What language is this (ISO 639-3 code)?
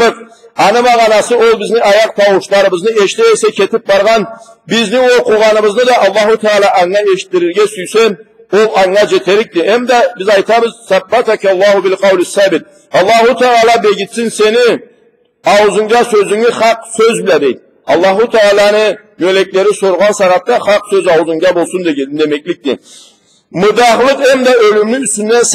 krc